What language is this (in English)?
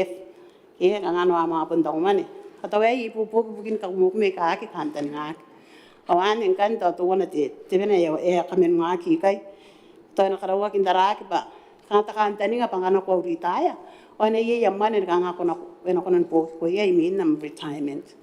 Gilbertese